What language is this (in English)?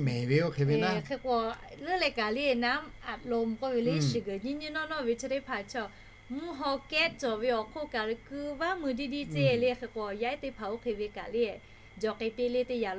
Lahu